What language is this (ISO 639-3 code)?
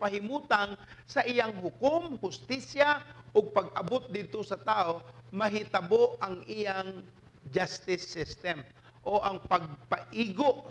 ceb